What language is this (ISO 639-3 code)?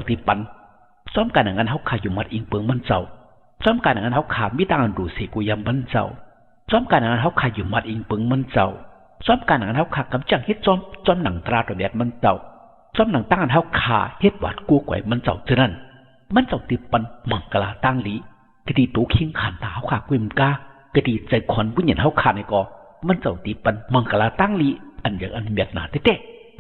shn